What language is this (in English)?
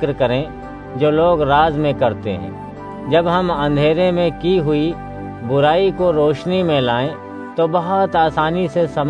Urdu